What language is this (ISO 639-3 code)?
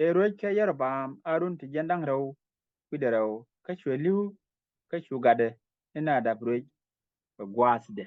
nus